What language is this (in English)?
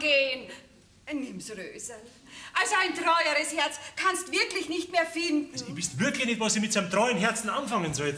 Bavarian